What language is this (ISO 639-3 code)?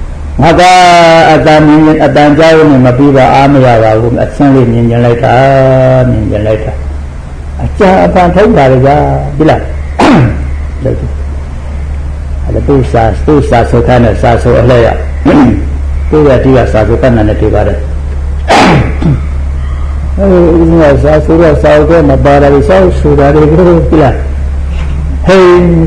mya